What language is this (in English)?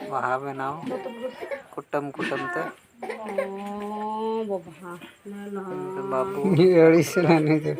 Santali